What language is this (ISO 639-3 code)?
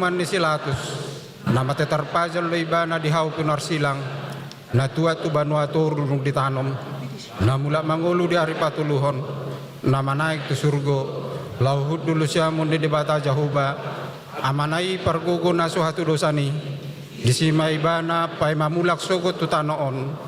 bbc